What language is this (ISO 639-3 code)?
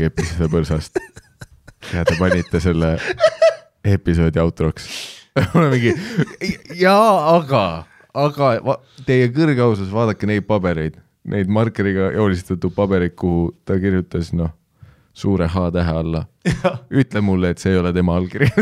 est